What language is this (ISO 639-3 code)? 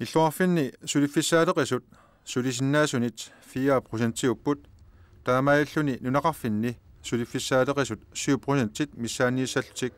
kal